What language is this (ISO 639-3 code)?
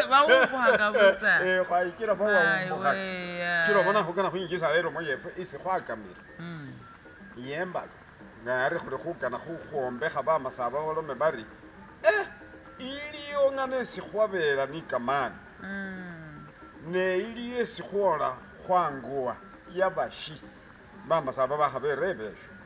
myx